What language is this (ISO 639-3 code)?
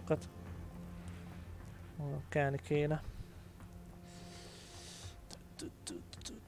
hun